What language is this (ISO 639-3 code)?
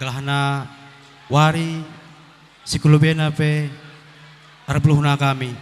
btx